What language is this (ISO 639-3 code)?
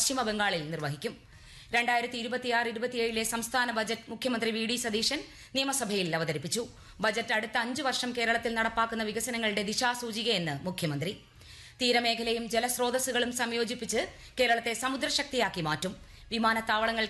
mal